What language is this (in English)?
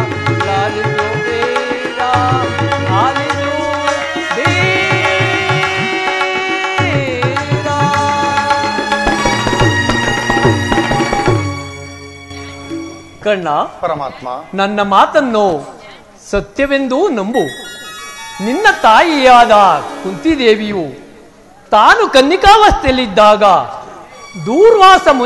Kannada